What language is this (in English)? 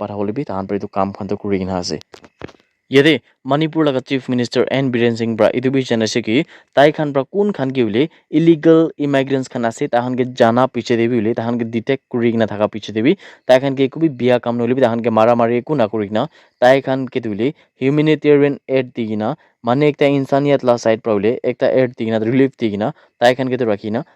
Naga Pidgin